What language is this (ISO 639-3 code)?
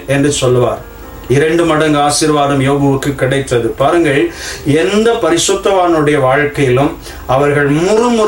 tam